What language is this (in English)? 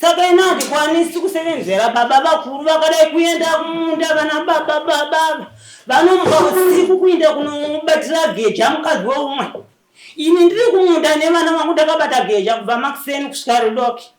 Shona